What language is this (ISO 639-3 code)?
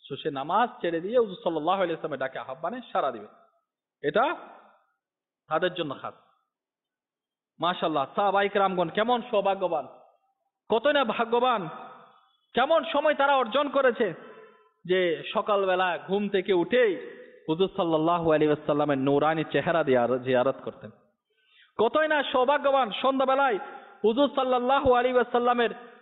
ben